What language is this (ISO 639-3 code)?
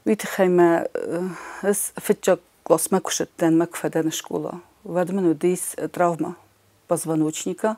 oss